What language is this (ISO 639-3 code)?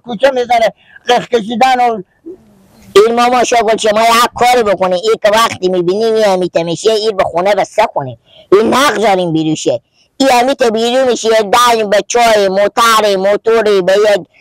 fas